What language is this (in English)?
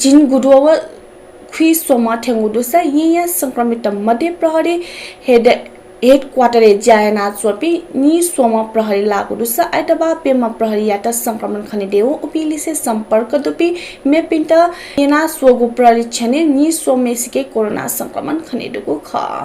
Newari